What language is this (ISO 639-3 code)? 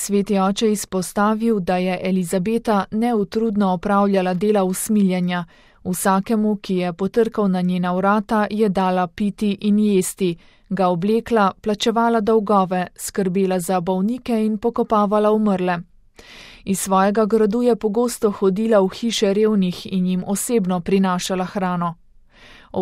slv